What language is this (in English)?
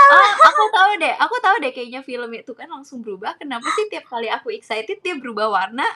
Indonesian